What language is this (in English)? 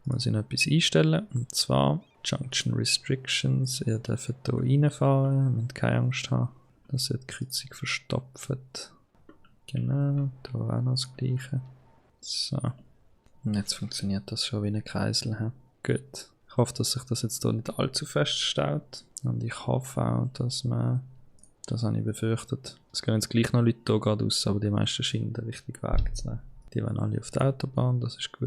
Swiss German